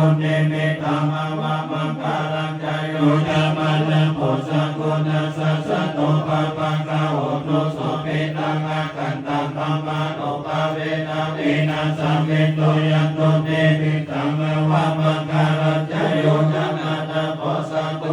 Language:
Pali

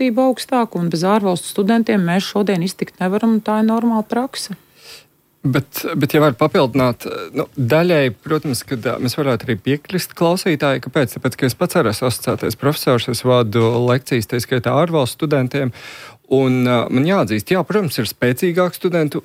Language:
Latvian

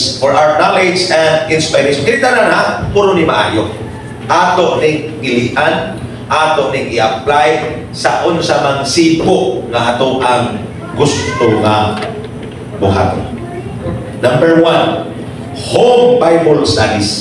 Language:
Cebuano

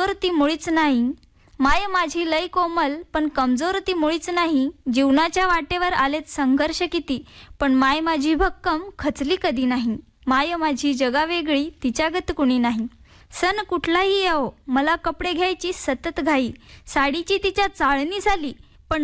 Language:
Marathi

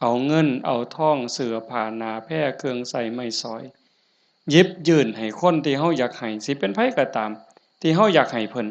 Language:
Northeastern Thai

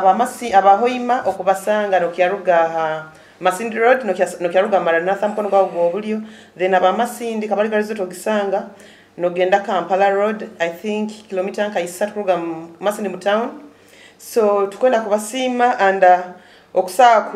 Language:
Nyoro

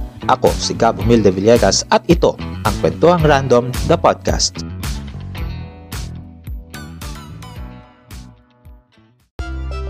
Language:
Filipino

